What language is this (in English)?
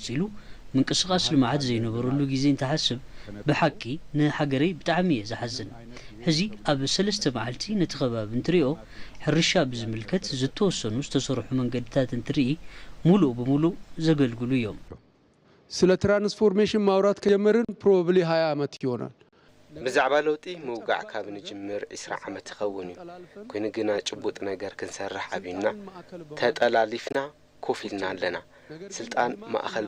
Tigrinya